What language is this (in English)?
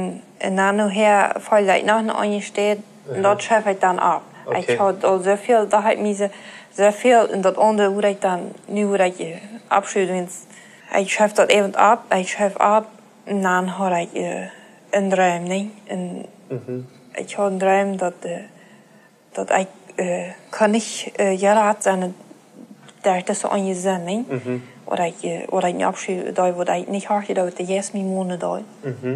Plautdietsch